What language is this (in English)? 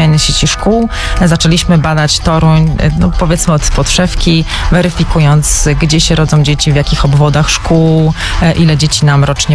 Polish